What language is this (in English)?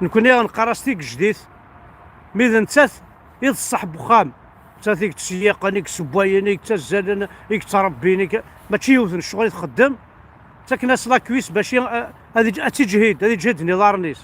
Kabyle